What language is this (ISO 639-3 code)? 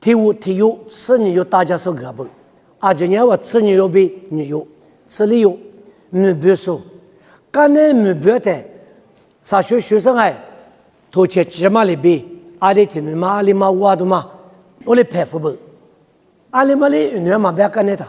lis